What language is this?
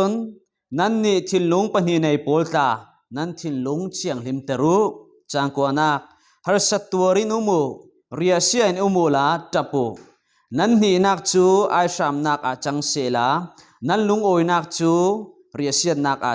Falam Chin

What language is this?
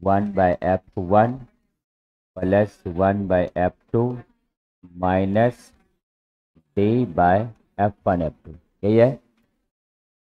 Hindi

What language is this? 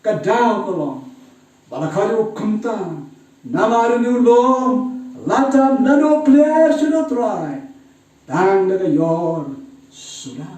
Khasi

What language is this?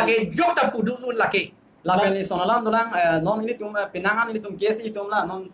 Karbi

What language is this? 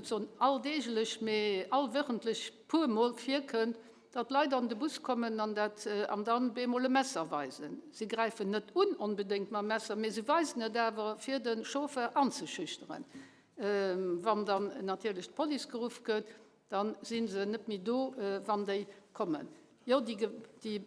Luxembourgish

